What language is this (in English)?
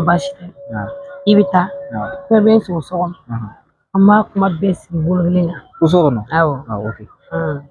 Bambara